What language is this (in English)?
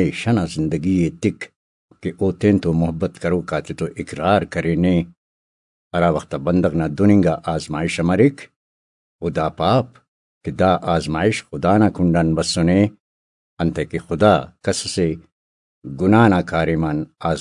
Brahui